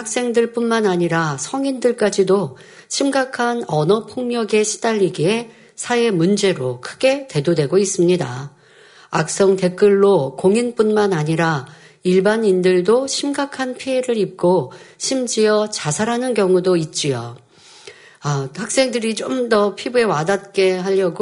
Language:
Korean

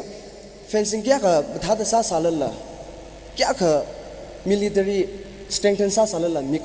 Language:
Tangkhul Naga (India)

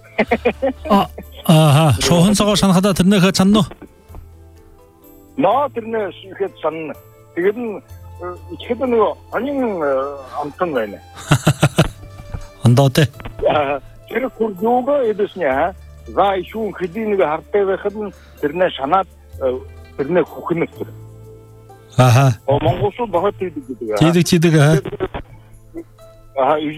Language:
Buriat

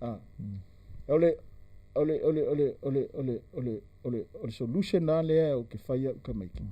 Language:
Samoan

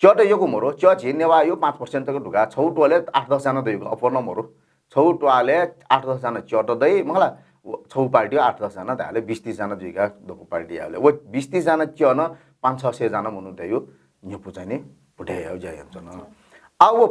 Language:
Newari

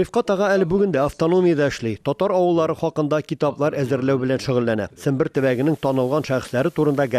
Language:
Tatar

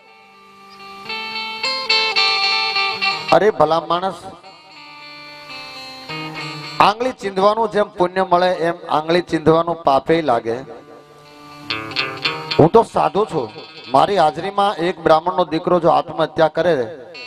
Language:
Gujarati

